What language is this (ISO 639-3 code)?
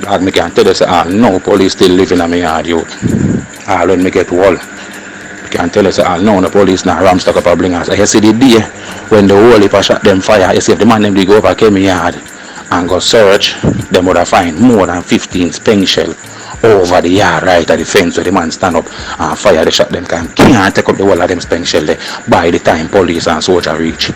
jam